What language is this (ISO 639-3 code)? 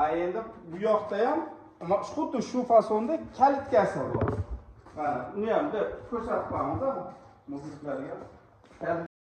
uzb